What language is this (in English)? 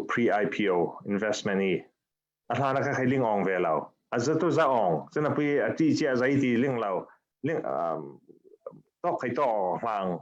Falam Chin